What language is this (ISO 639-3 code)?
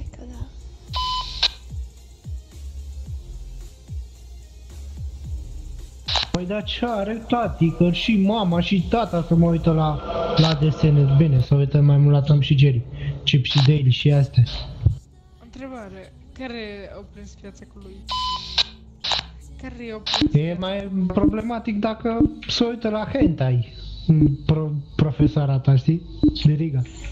ron